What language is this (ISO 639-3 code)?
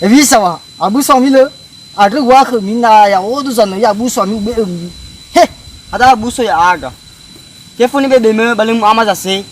nia